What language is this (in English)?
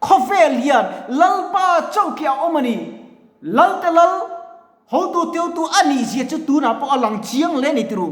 Mizo